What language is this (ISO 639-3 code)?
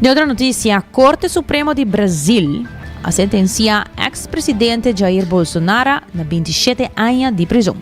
pap